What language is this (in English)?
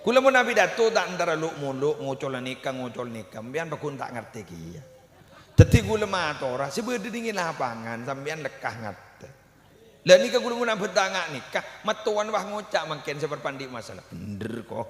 Madurese